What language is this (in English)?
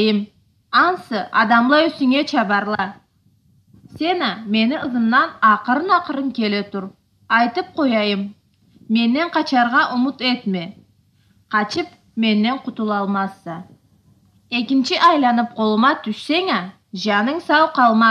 Karachay-Balkar